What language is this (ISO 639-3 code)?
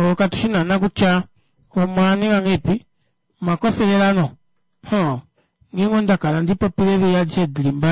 kua